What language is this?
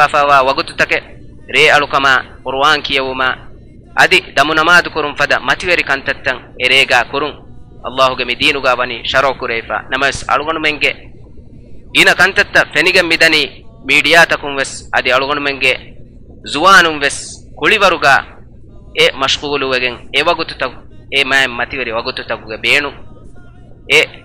Divehi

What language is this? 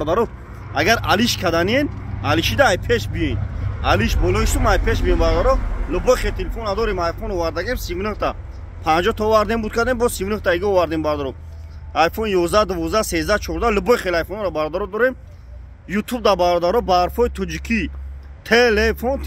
Tajik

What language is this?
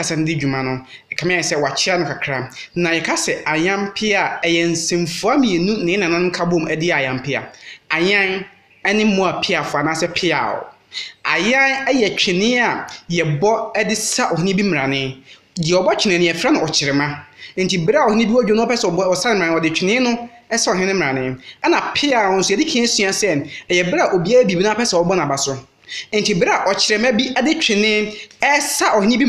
Akan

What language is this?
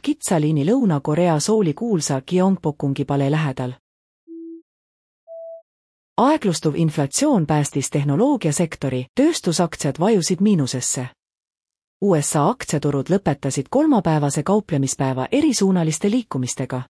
Estonian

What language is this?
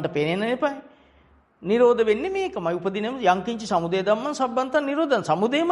Sinhala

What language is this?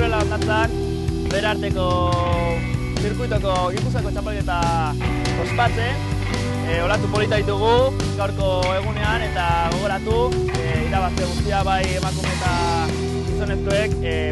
Basque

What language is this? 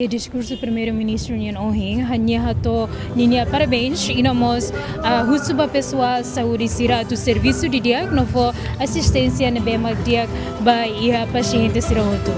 Tetum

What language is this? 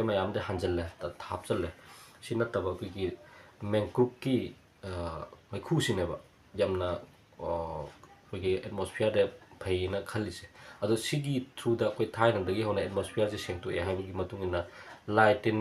Manipuri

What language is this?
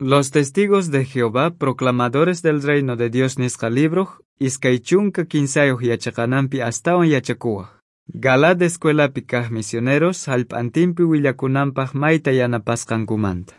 South Bolivian Quechua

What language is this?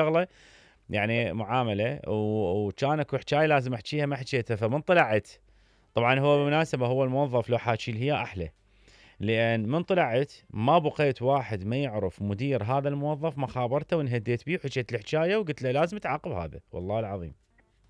Mesopotamian Arabic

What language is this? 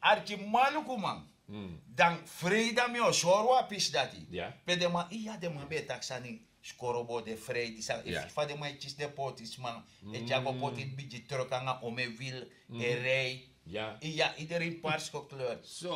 Sranan Tongo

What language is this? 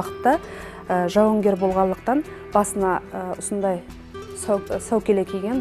Kara-Kalpak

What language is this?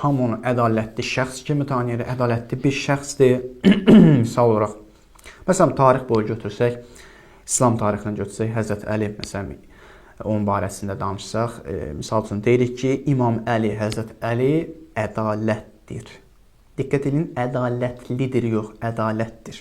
Azerbaijani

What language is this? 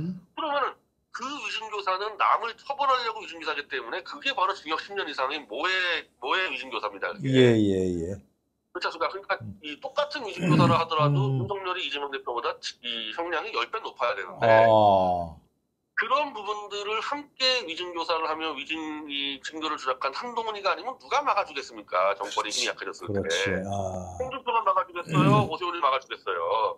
Korean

